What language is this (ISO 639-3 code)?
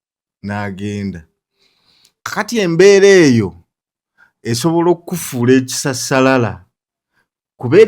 lug